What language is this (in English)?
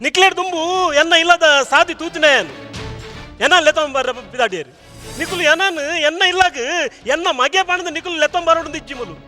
Tulu